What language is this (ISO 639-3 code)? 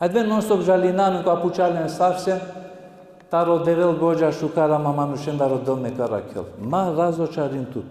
rmn